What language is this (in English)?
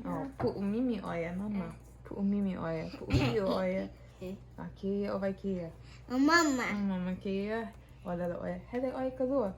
Hawaiian